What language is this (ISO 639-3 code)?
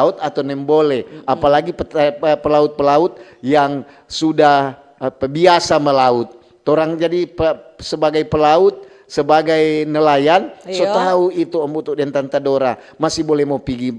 xmm